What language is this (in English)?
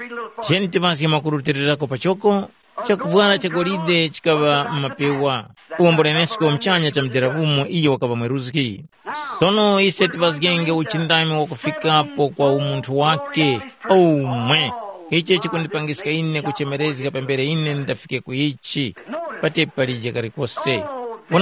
Tumbuka